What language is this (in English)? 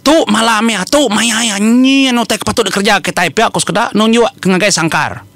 Iban